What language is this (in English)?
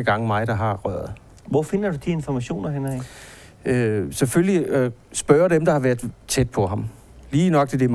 Danish